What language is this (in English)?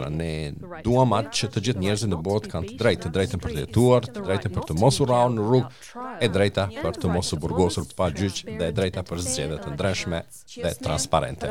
Albanian